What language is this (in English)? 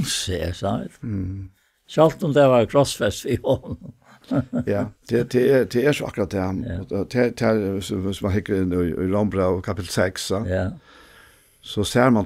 Faroese